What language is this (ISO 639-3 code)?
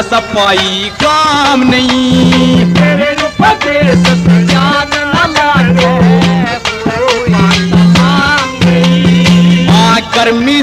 hin